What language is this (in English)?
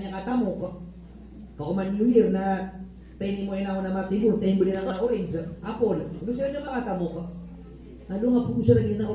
Maranao